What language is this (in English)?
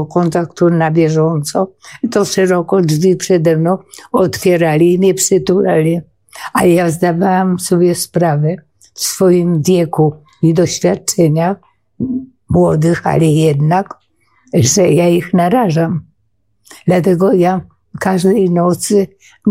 Polish